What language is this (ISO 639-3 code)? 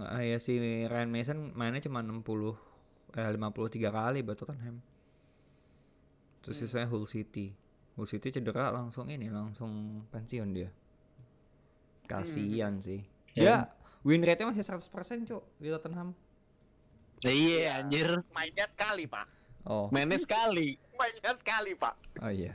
ind